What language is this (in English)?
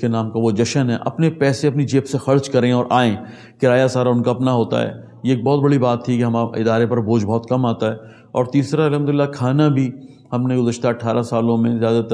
Urdu